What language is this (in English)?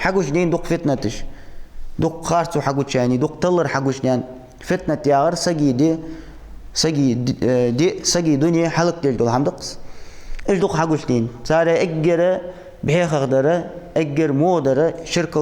Ingush